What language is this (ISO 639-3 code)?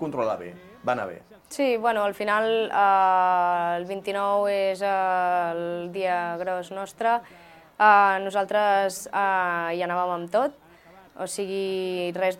cat